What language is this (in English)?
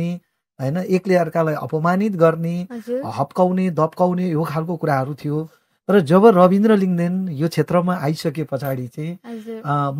Nepali